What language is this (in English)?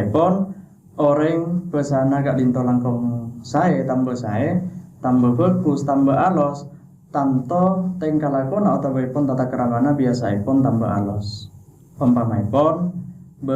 Madurese